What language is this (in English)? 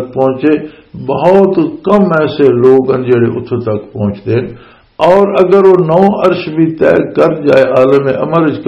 Western Panjabi